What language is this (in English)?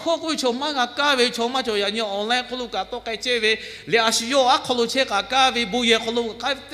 Lahu